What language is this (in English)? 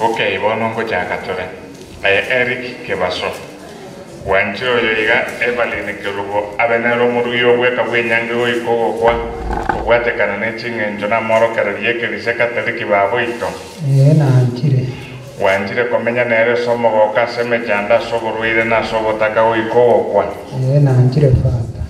Gusii